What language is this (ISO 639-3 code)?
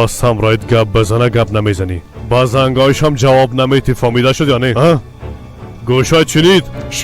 fas